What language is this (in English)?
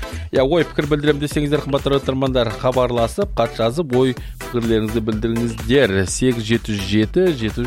Kazakh